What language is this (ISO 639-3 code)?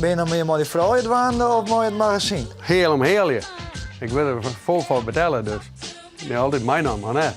fry